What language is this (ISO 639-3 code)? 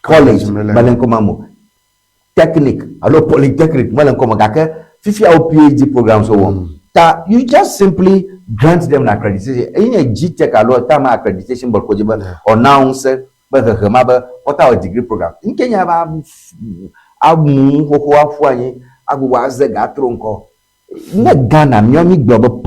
ewe